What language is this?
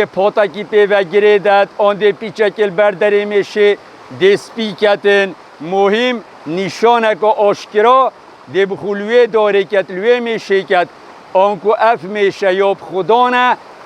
Kurdish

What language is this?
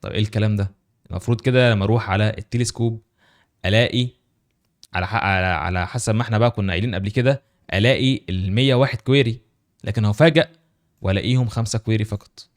Egyptian Arabic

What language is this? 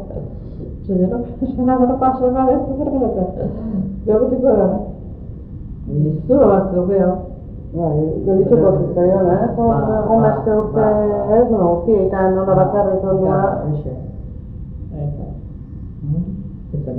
Basque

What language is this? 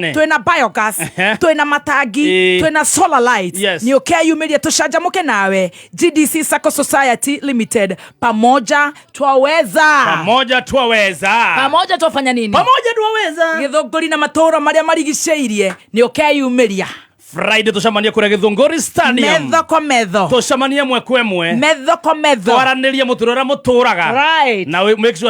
Kikuyu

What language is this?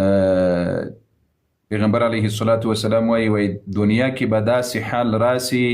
Pashto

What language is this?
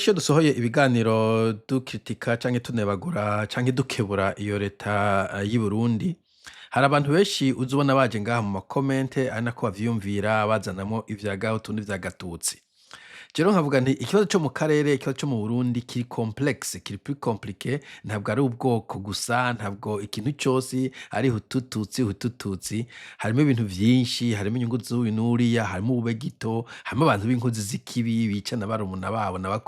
Rundi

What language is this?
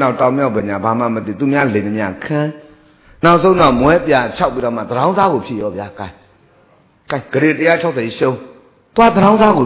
Burmese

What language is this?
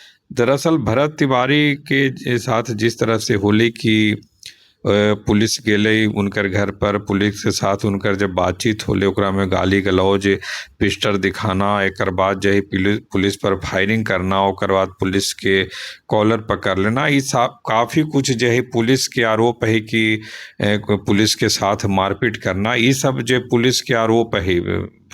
Magahi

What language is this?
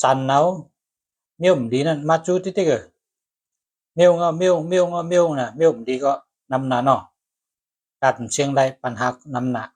Shan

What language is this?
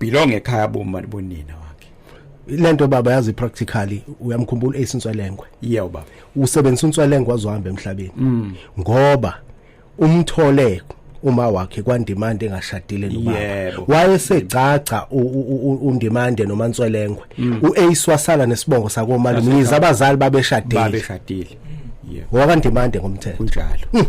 Zulu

